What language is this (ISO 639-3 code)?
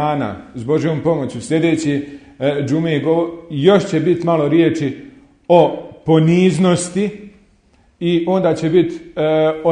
bos